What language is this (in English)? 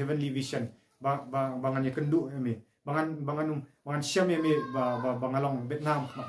Khasi